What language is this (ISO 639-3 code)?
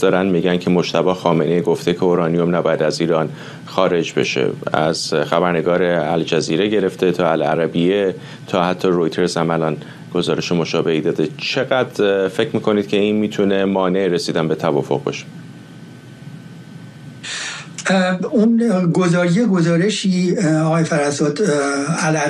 fas